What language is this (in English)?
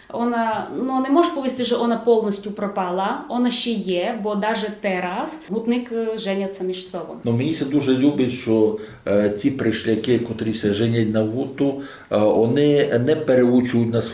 Rusyn